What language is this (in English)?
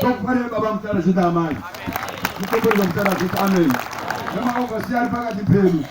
Shona